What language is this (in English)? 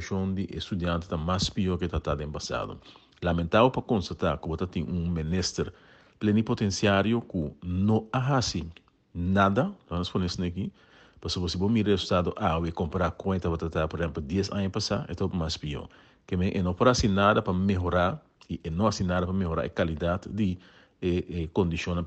Papiamento